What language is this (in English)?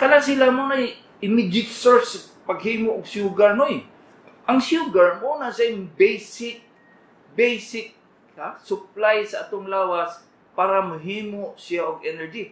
Cebuano